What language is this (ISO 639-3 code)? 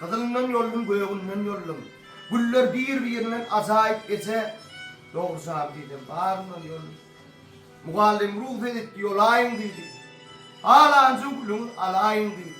tuk